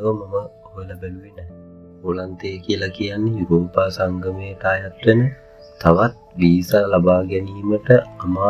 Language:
Sinhala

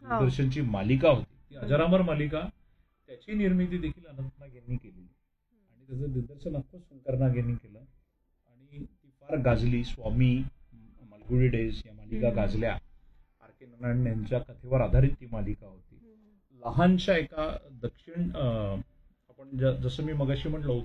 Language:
Marathi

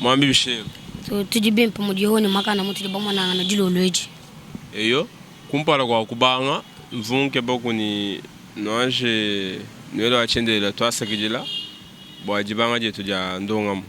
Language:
Luba-Lulua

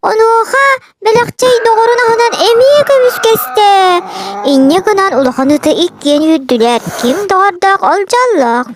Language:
Yakut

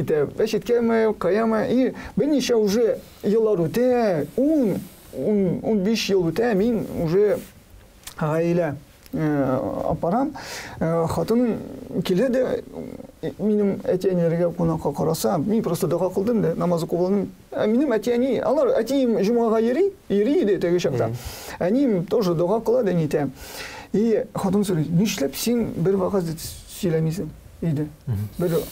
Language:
Tatar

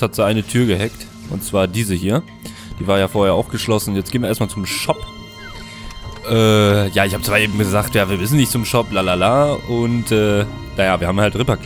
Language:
German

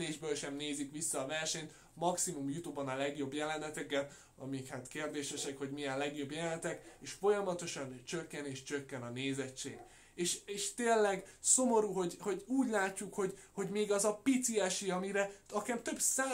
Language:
Hungarian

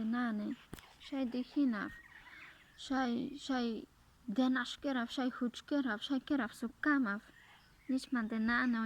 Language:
Carpathian Romani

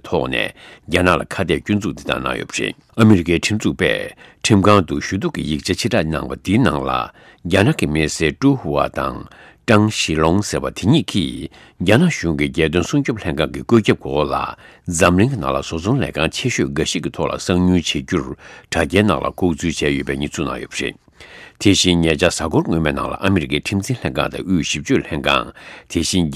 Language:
Tibetan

